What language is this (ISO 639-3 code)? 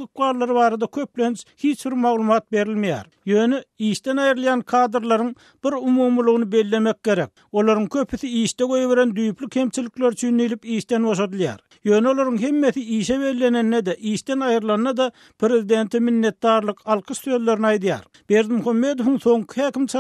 tuk